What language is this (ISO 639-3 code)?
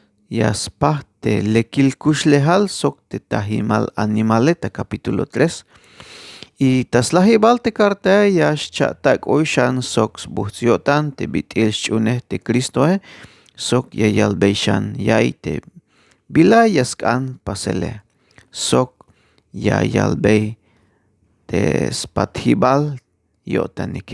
tzh